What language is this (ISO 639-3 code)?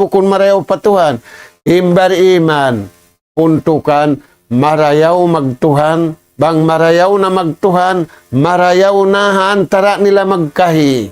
tsg